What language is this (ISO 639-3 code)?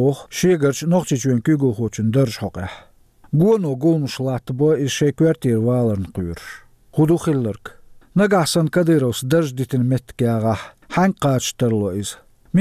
che